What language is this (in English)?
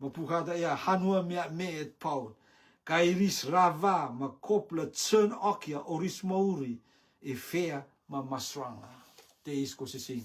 Rotuman